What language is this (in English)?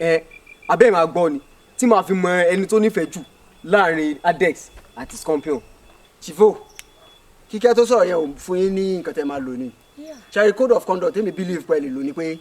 Yoruba